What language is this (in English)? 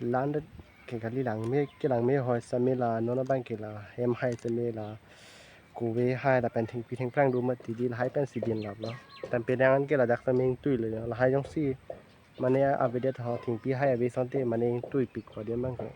Karbi